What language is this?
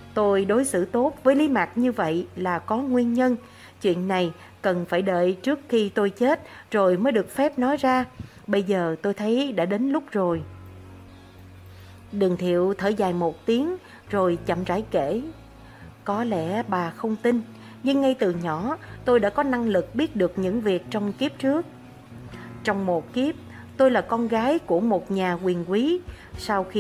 Vietnamese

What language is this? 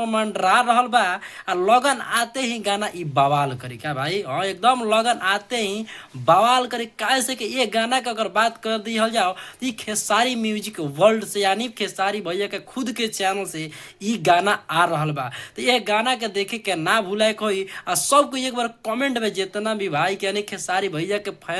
Bhojpuri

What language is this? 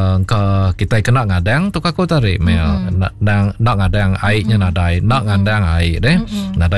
Iban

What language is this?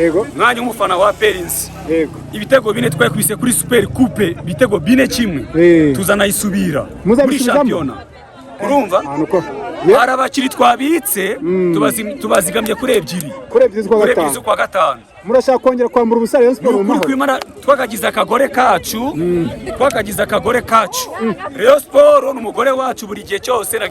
Kinyarwanda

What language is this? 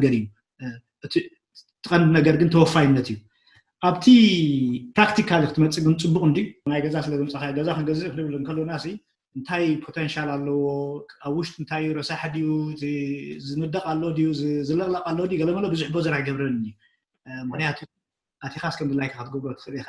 Tigrinya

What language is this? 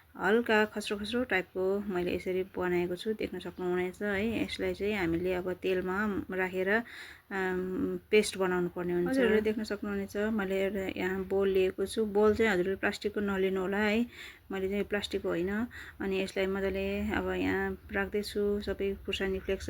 Nepali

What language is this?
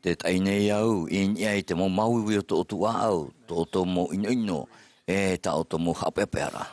Tahitian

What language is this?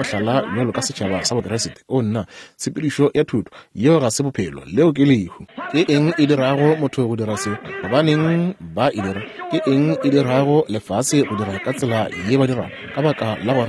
Northern Sotho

